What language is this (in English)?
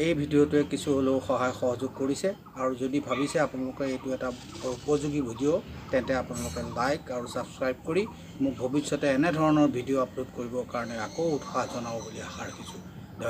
Assamese